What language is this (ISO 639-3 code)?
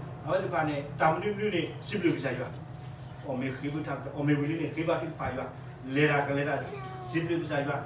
ksw